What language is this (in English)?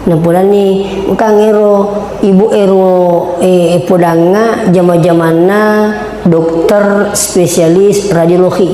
Buginese